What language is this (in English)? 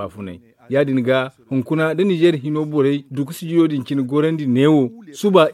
Zarma